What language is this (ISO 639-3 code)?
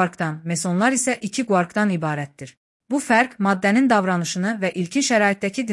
aze